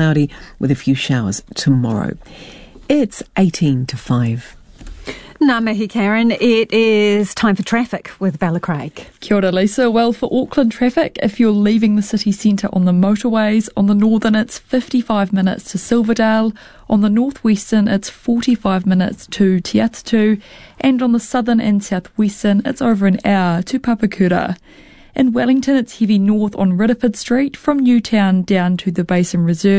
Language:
English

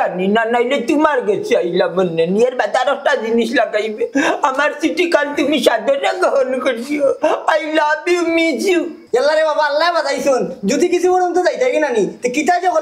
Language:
Sylheti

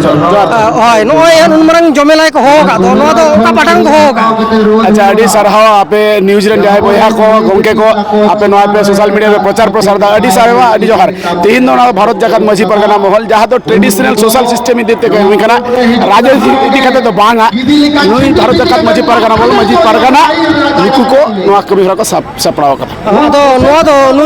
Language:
Santali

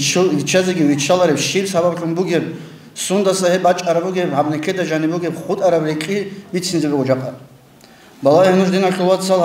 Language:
Avaric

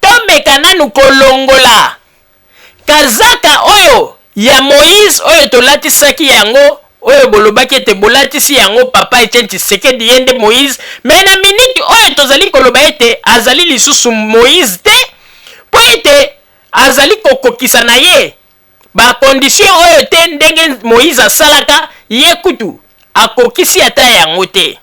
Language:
Lingala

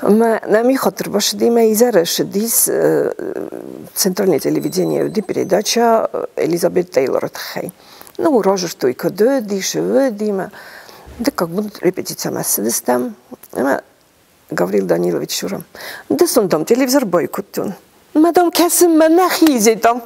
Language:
Ossetic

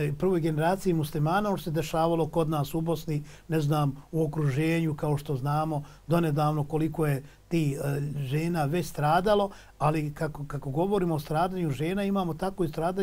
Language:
Bosnian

